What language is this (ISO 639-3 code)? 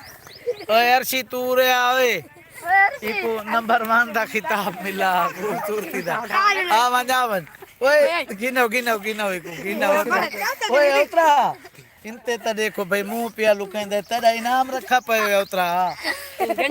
skr